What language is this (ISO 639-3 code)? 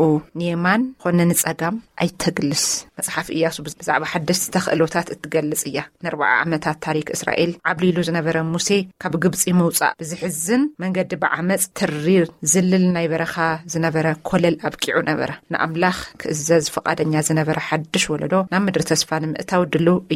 tir